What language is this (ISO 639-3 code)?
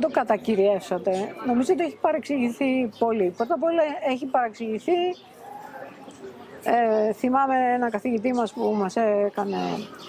ell